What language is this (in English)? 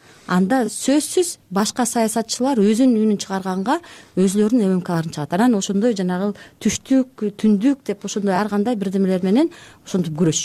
Kyrgyz